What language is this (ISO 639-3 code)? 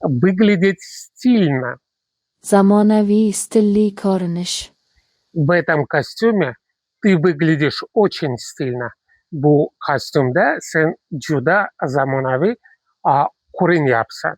uzb